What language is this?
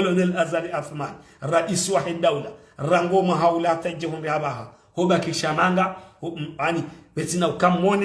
Ngazidja Comorian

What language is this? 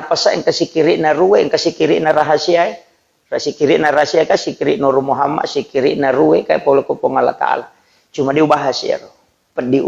Buginese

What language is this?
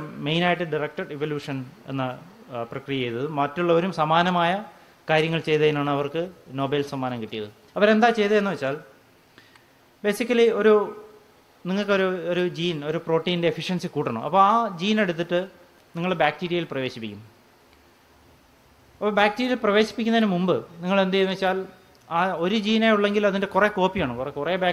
Malayalam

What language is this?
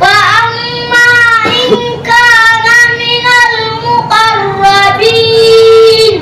Fula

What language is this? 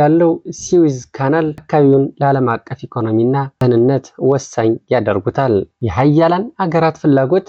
Amharic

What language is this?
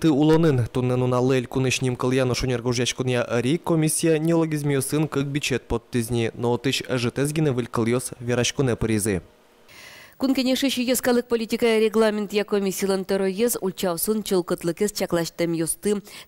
Udmurt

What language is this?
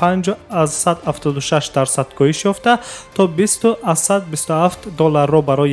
Tajik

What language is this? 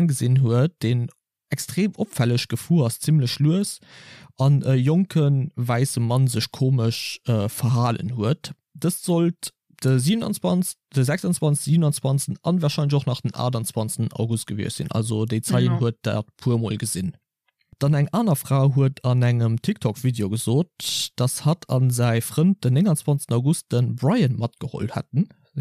Luxembourgish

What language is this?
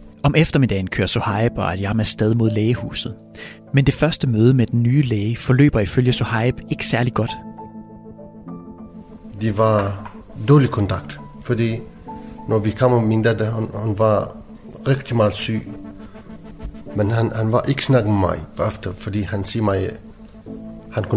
Danish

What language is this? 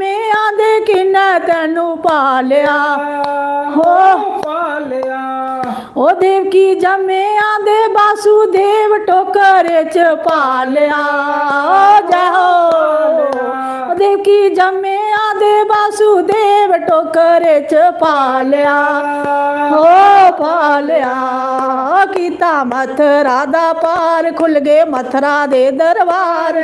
Dogri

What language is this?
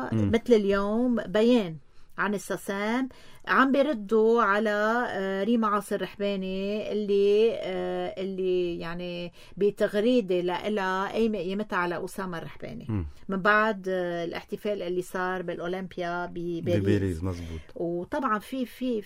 North Levantine Arabic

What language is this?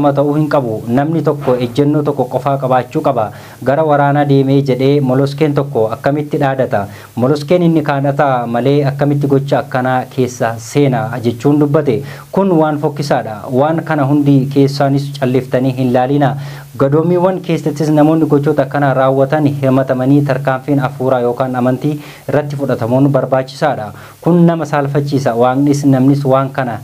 Oromo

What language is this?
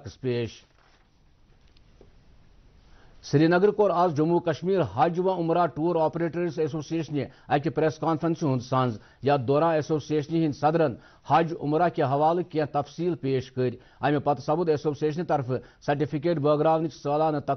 Kashmiri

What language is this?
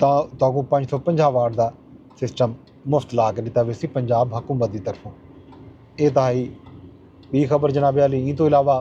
Saraiki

